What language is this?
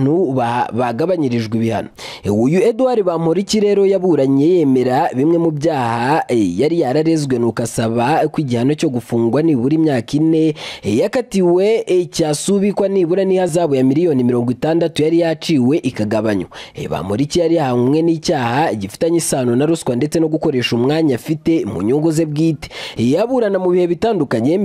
Kinyarwanda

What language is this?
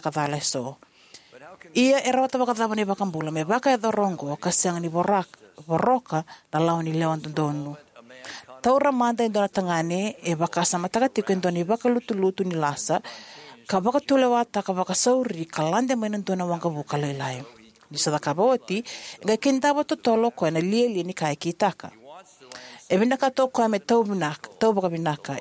Fijian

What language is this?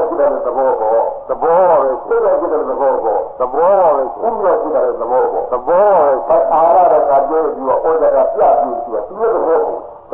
Burmese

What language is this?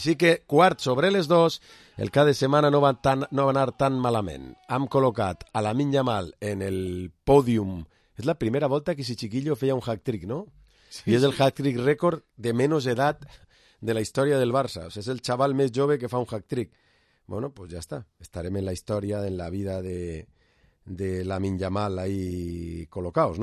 Catalan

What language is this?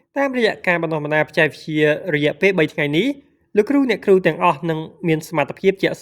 Khmer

